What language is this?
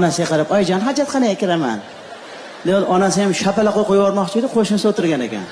Uzbek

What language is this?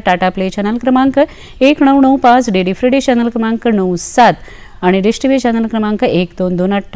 Konkani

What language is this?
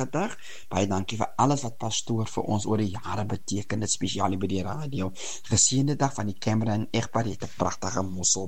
Afrikaans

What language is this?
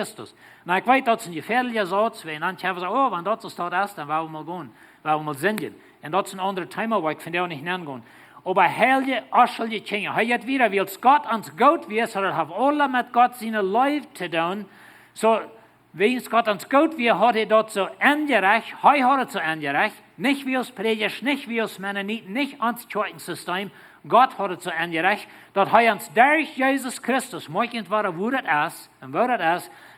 Plautdietsch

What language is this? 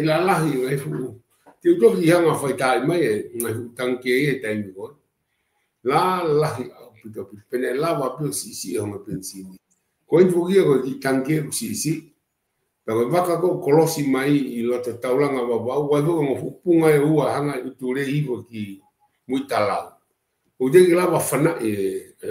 Tongan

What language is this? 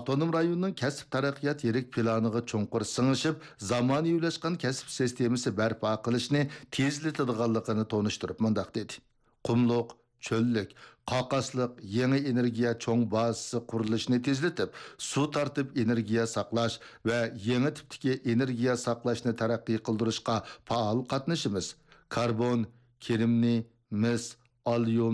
Uyghur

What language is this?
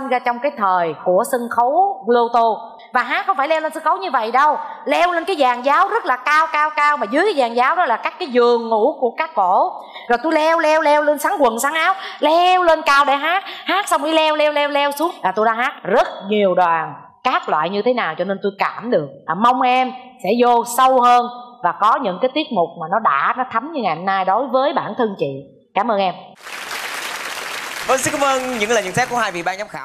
Vietnamese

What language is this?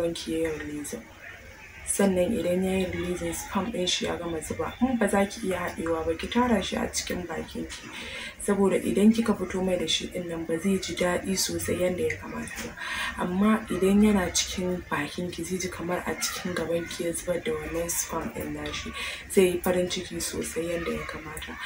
Hausa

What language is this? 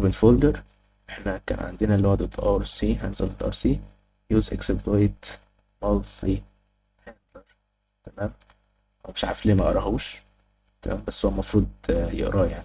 Egyptian Arabic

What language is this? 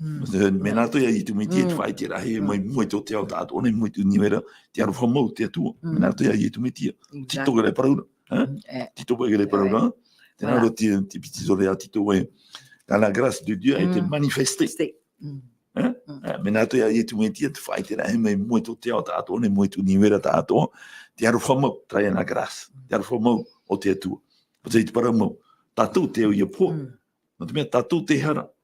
Tahitian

